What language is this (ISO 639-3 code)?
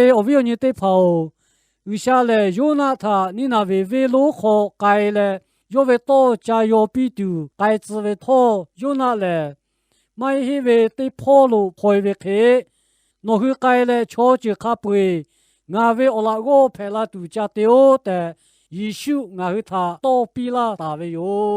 lhu